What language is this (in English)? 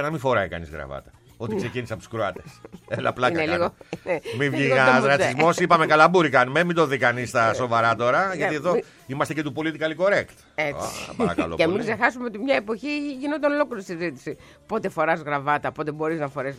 Greek